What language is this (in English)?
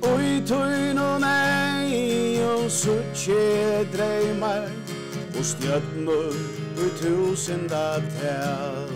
Faroese